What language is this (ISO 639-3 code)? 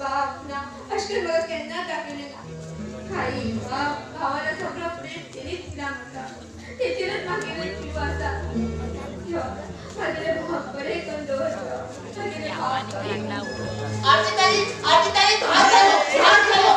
kok